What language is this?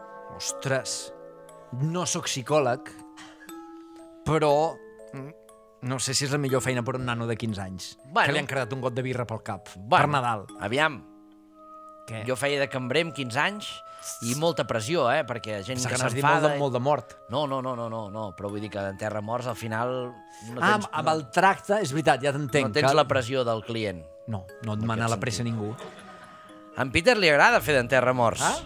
Catalan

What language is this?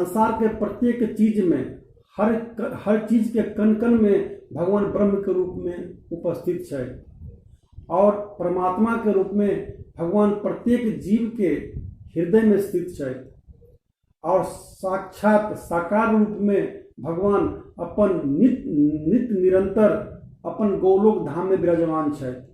Maithili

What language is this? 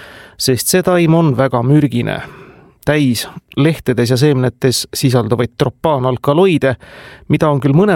Estonian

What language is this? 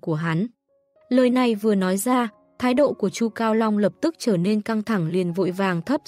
Vietnamese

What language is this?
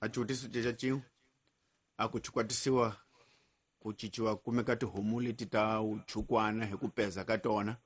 Tsonga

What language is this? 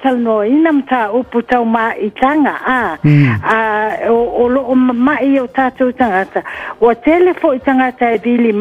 Samoan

